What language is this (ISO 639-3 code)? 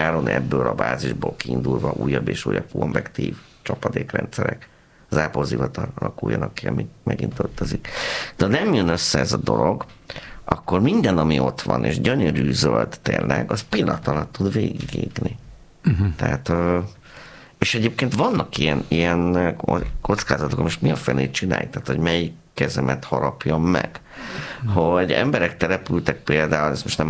hun